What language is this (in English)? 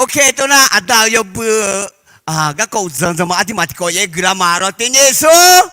Akha